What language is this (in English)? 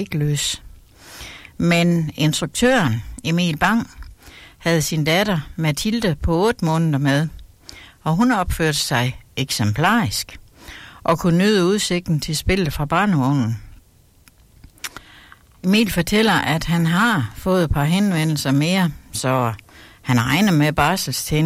Danish